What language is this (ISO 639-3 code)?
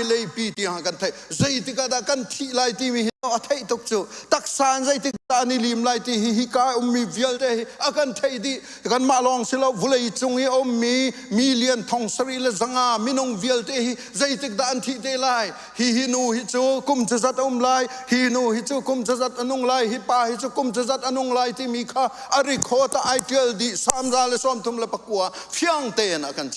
cnh